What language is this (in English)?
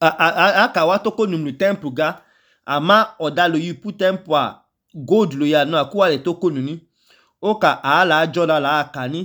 Idoma